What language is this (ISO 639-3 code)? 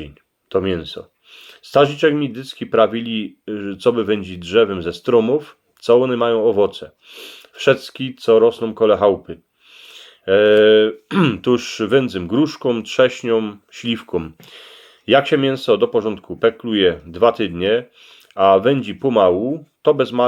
szl